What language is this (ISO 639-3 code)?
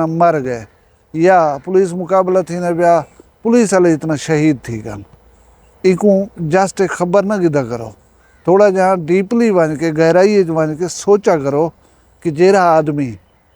skr